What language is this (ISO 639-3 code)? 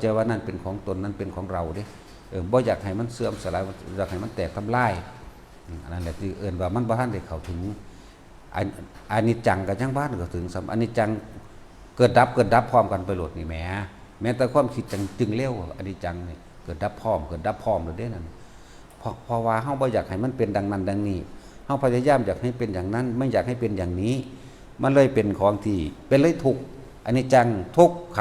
tts